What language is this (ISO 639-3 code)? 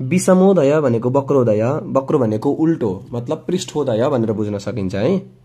nep